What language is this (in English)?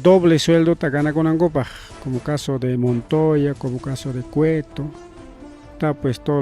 Ayacucho Quechua